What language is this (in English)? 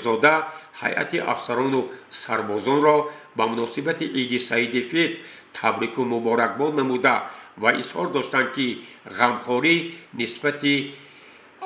Tajik